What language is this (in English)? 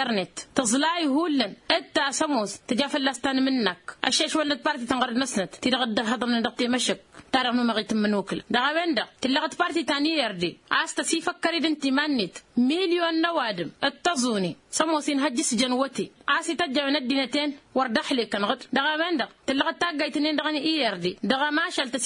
Tamasheq